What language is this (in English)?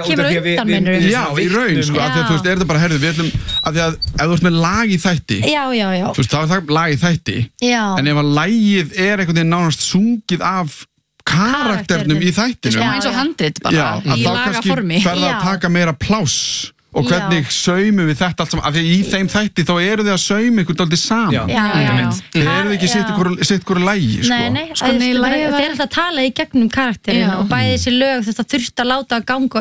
Icelandic